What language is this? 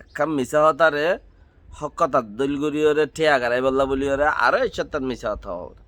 Rohingya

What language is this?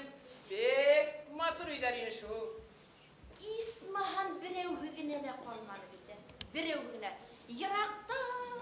Bashkir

